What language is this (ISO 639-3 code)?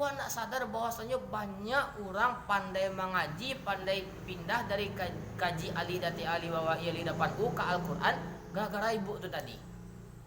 min